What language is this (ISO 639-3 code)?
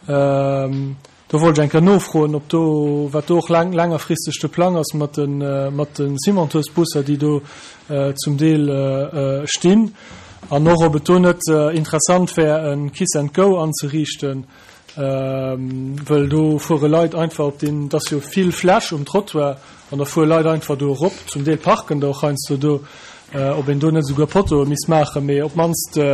ltz